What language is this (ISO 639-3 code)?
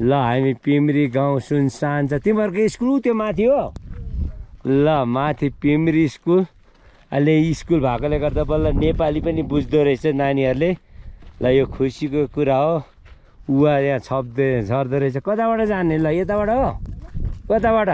nep